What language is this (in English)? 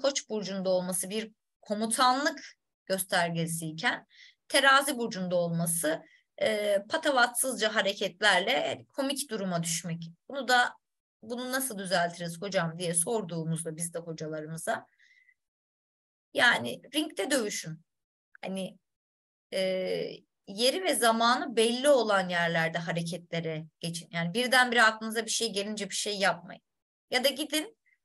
Turkish